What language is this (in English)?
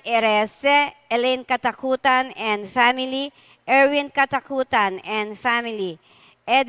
Pampanga